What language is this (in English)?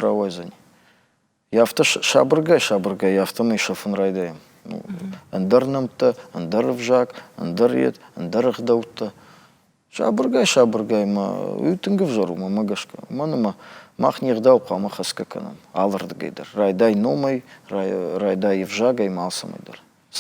Ossetic